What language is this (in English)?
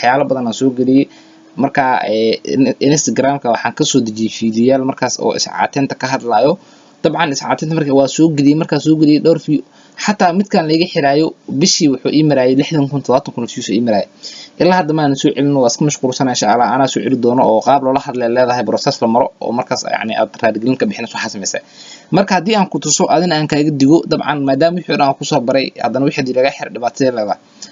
Somali